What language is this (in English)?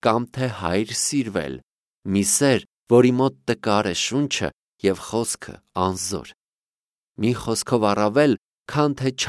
Armenian